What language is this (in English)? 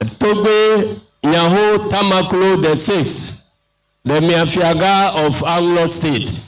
Ewe